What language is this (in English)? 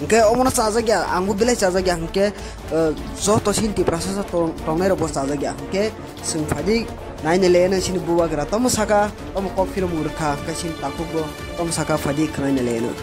Kok Borok